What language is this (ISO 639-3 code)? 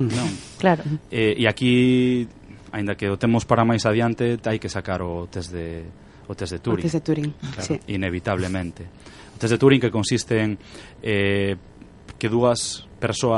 glg